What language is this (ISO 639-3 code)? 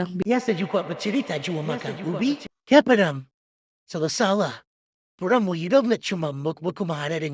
xmm